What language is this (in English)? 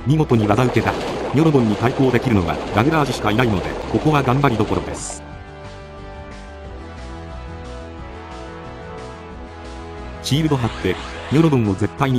Japanese